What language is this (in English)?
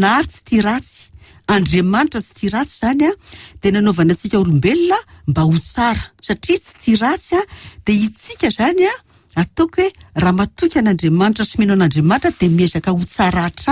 Malagasy